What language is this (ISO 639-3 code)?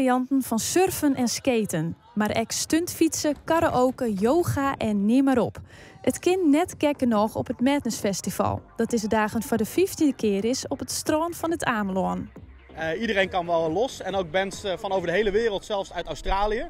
fry